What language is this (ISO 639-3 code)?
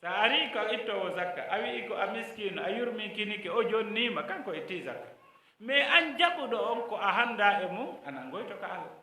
ful